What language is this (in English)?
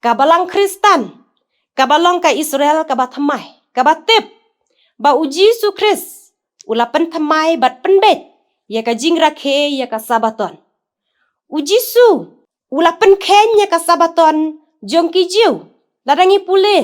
Khasi